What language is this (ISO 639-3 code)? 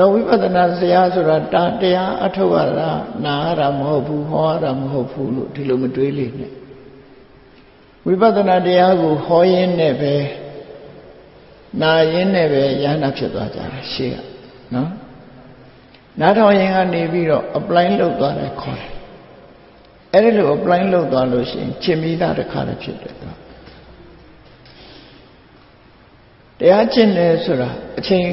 mya